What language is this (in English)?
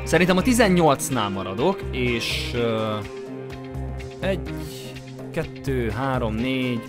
Hungarian